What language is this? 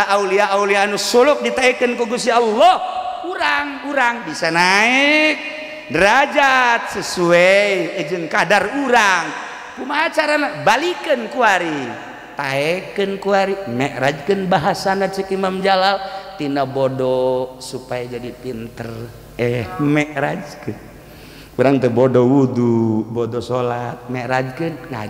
Sundanese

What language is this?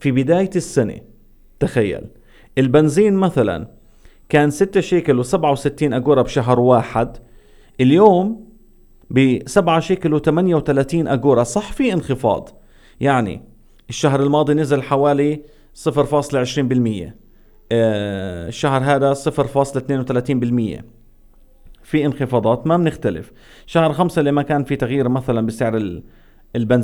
North Levantine Arabic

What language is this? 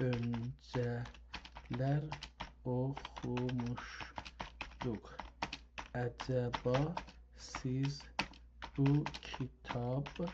South Azerbaijani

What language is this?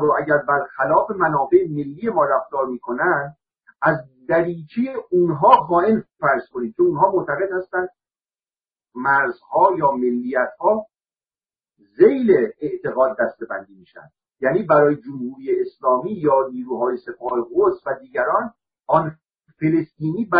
Persian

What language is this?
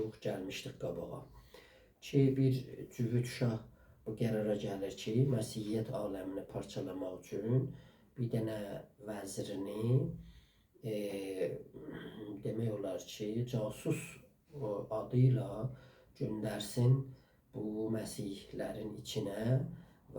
South Azerbaijani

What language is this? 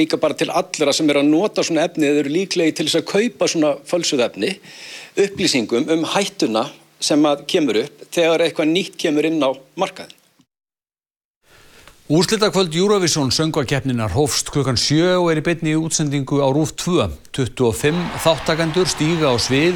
Icelandic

